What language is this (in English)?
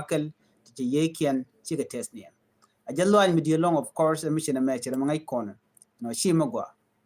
Nuer